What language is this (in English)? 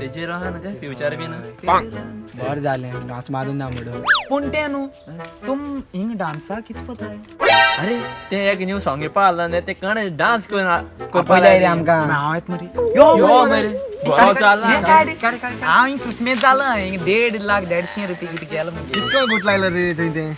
Konkani